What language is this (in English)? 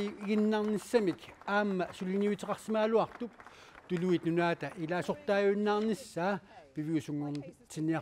Kalaallisut